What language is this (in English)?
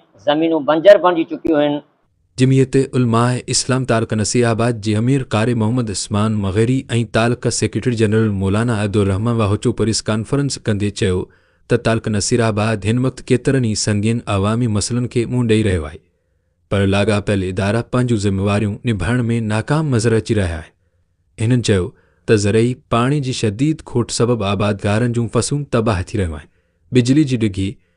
Sindhi